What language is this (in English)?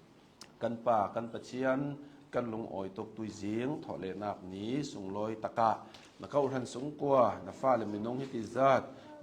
Hakha Chin